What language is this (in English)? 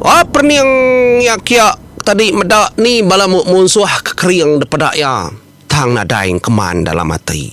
Iban